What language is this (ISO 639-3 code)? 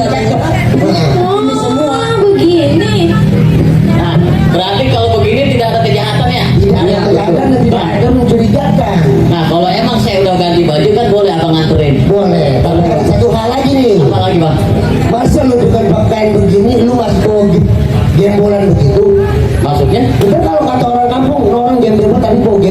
bew